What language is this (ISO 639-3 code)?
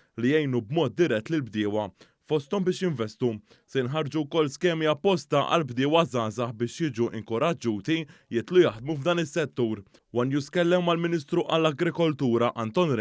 mlt